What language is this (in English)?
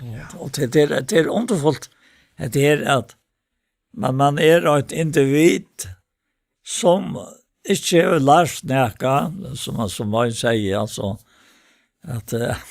Faroese